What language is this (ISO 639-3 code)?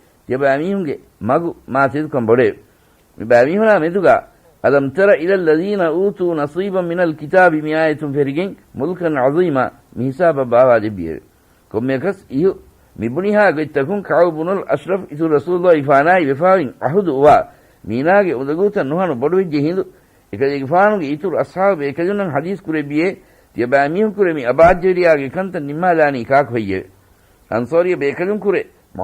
div